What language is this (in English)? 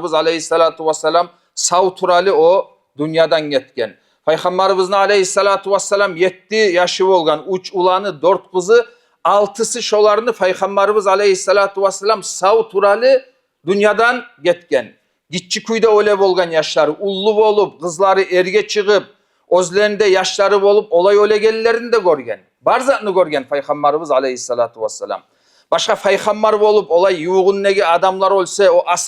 Kumyk